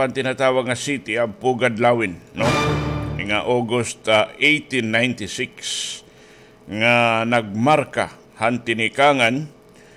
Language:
Waray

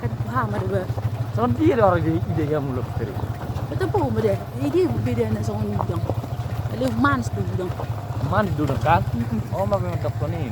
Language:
Batak Toba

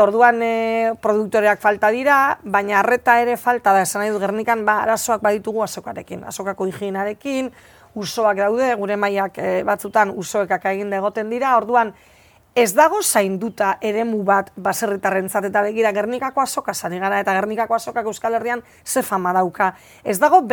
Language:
Basque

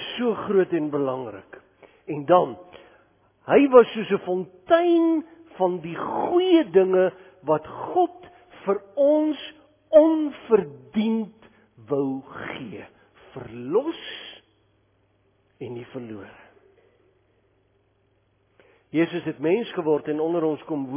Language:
Afrikaans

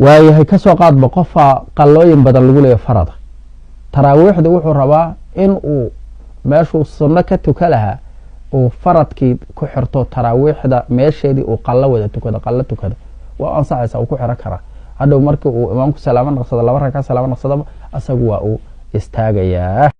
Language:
Somali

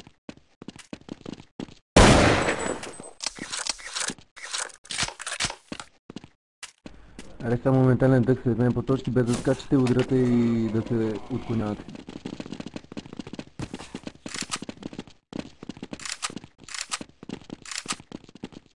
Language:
Bulgarian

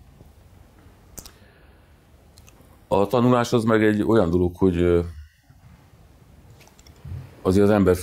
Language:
Hungarian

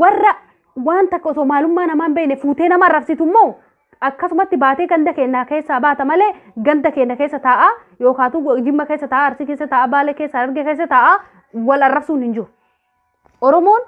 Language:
Oromo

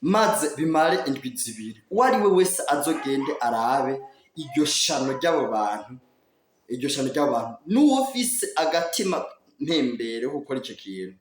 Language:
Rundi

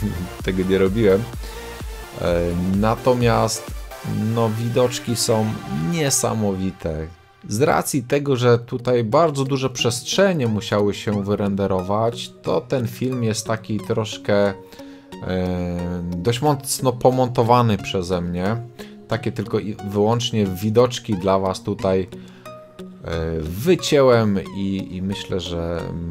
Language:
Polish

